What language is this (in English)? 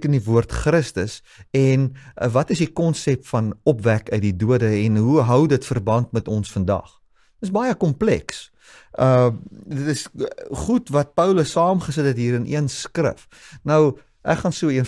Afrikaans